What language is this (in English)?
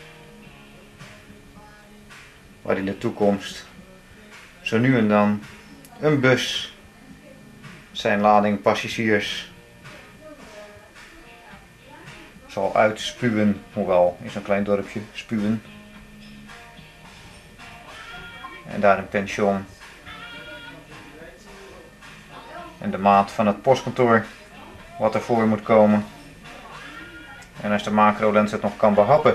Dutch